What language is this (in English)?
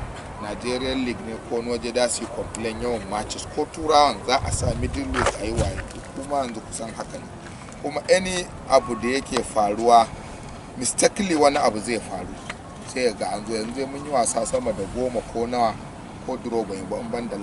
Hausa